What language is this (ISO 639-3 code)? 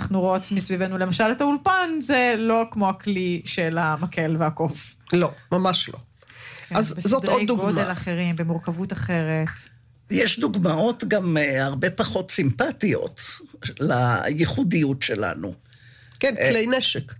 heb